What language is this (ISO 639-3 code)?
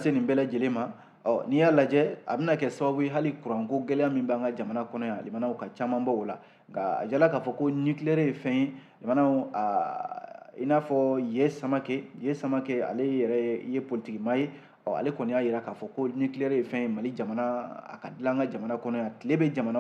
bam